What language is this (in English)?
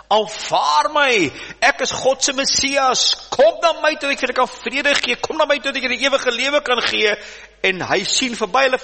Afrikaans